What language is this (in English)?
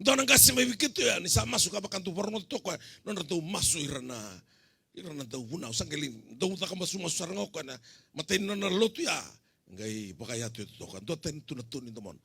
Fijian